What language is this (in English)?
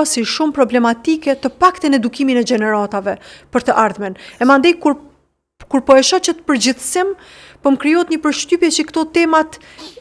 Albanian